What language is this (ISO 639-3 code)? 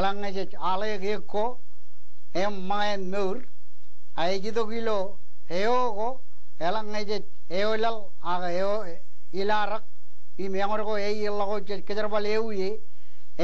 mah